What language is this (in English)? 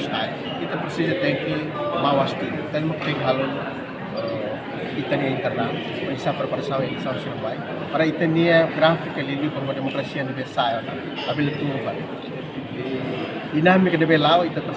Tetum